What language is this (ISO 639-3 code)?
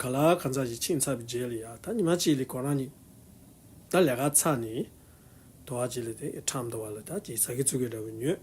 bod